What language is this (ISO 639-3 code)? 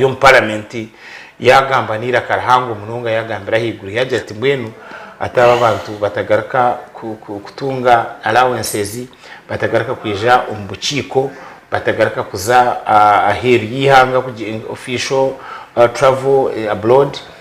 nyn